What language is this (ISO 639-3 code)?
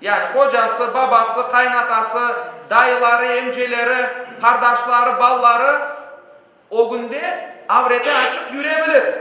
crh